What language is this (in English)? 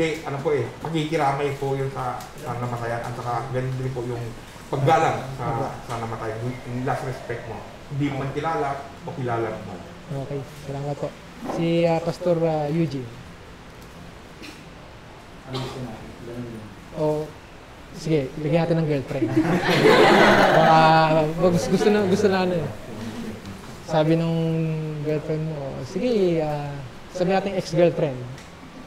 Filipino